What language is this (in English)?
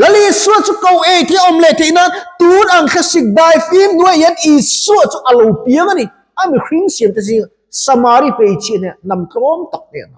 Mizo